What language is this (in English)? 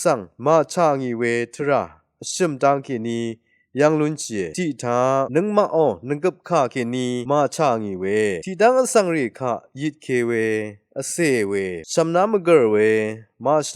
Rawang